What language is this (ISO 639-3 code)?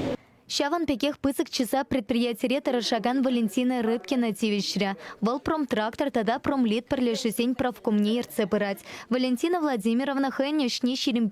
chv